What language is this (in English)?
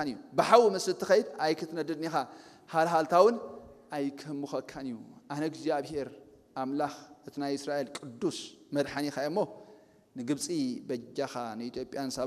Tigrinya